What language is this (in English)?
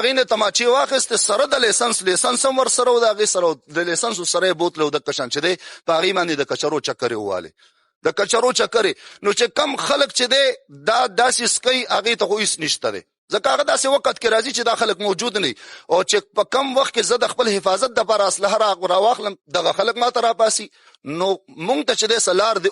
Pashto